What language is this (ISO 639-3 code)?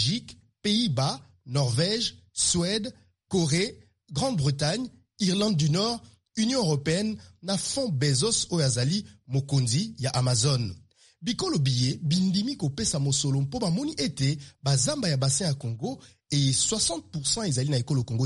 lin